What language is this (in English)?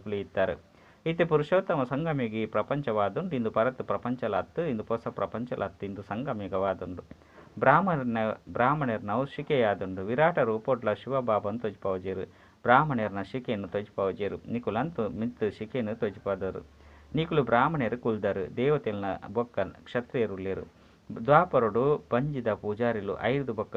Tulu